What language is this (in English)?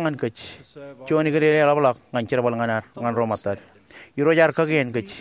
Marshallese